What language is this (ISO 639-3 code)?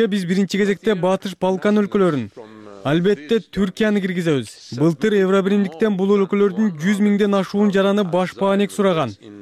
kir